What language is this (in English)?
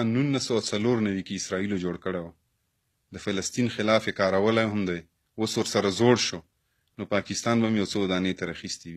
Pashto